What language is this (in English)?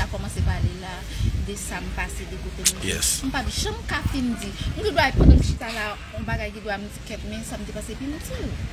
Haitian Creole